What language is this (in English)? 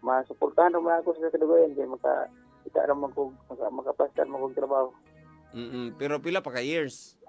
Cebuano